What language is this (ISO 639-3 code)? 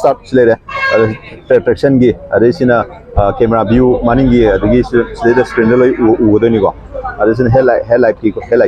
mni